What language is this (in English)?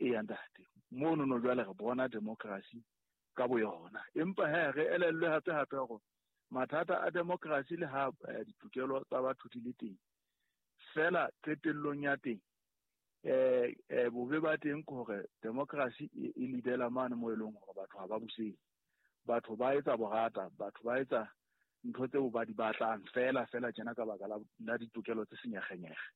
Southern Sotho